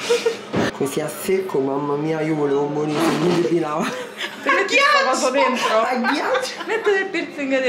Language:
Italian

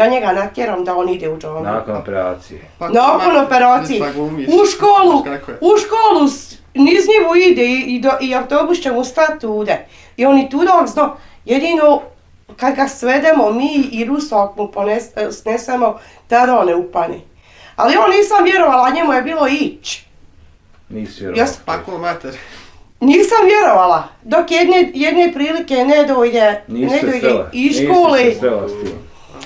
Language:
Bosnian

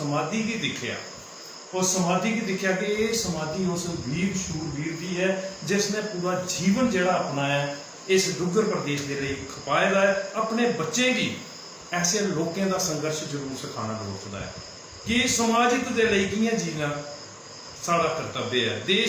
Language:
Dogri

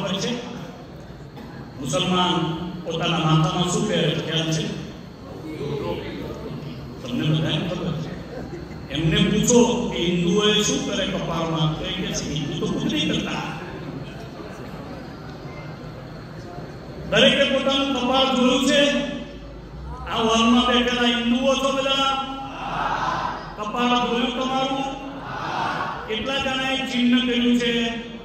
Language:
Gujarati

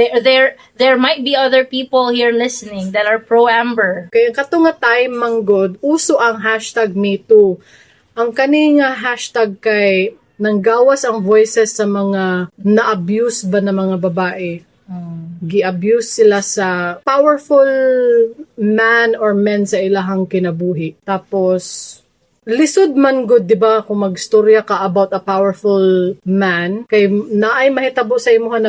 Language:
Cebuano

